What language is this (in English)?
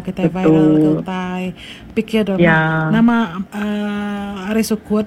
Iban